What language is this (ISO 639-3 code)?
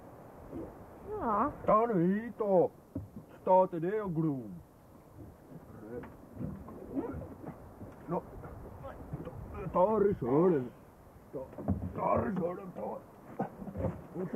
swe